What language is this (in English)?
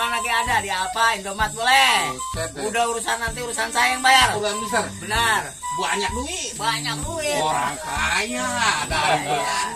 Betawi